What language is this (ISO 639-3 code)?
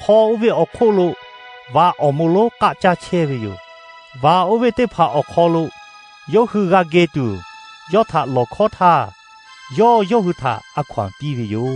lhu